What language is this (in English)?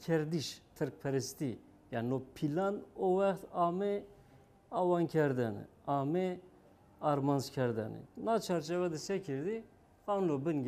Zaza